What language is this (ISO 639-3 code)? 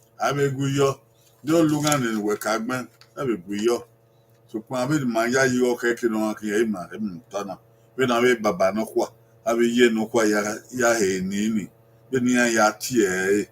bin